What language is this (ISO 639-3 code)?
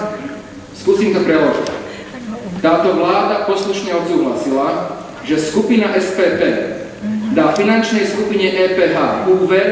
slk